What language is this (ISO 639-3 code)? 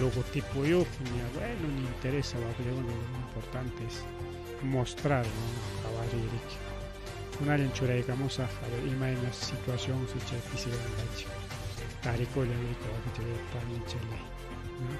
quy